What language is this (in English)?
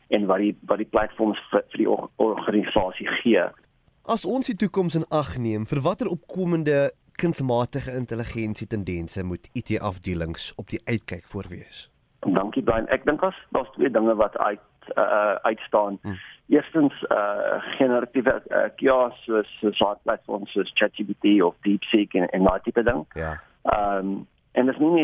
Afrikaans